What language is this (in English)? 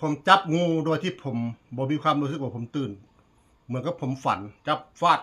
Northeastern Thai